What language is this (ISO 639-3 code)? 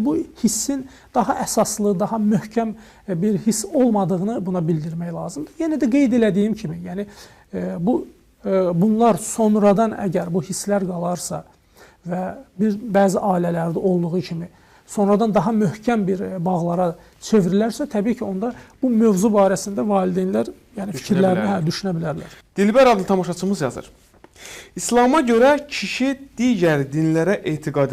aze